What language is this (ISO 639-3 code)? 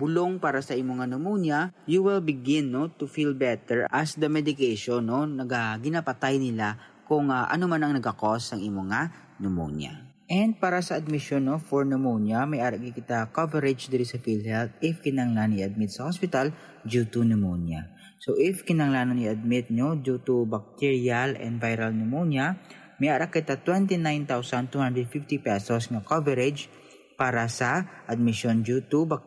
hil